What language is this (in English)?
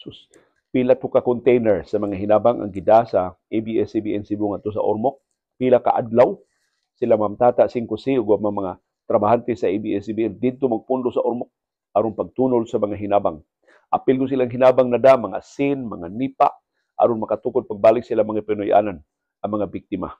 Cebuano